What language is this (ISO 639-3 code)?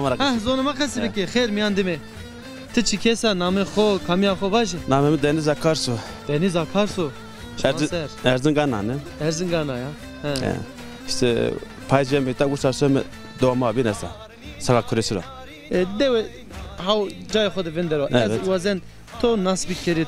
zza